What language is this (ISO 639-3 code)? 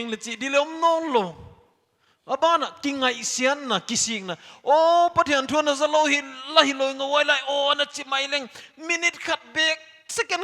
pck